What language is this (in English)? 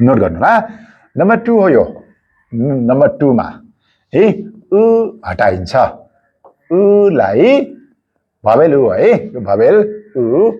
Nepali